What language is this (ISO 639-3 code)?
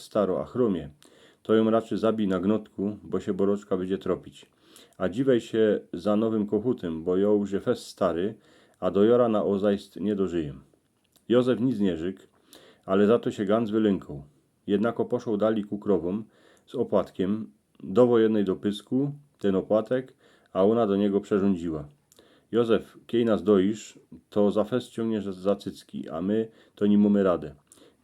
szl